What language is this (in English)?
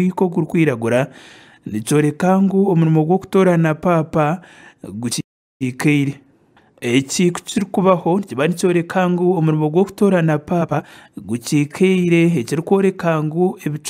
Nyankole